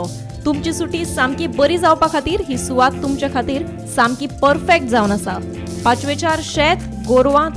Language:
Konkani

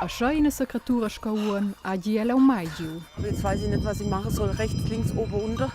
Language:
Romansh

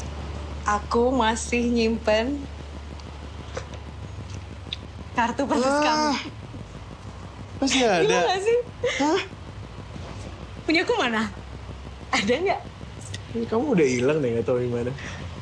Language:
Indonesian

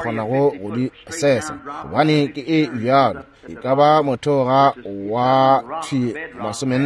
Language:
Northern Sotho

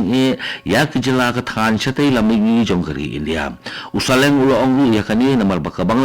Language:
Khasi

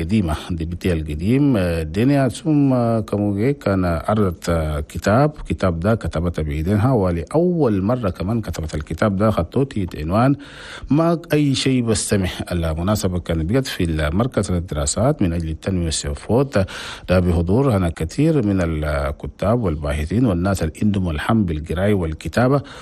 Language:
Chadian Arabic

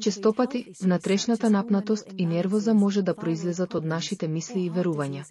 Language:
Macedonian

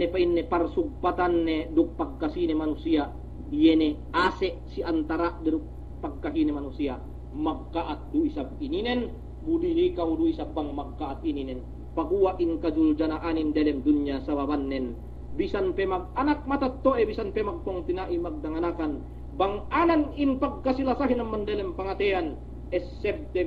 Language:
Yakan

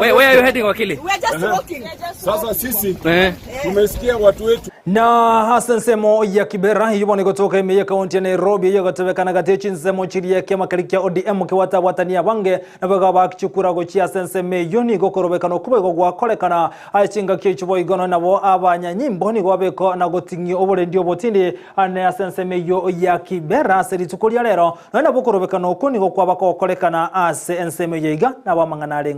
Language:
Gusii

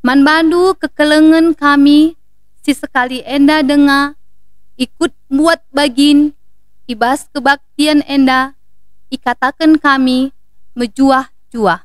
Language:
Batak Karo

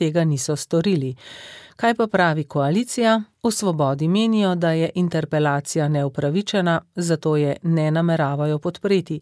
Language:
Slovenian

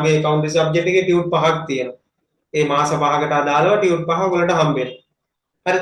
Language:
Sinhala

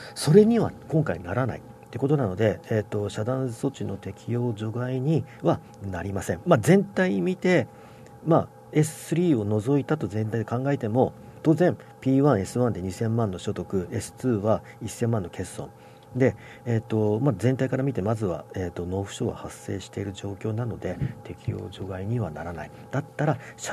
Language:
Japanese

